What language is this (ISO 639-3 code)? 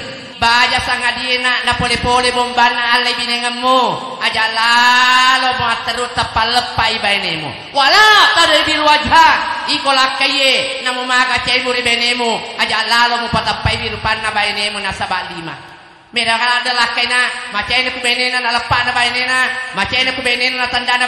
bug